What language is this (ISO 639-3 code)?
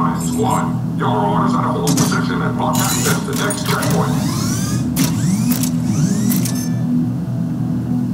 eng